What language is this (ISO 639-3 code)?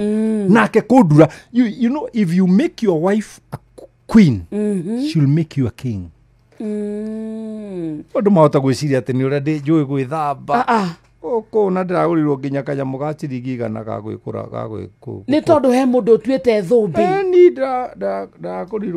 kik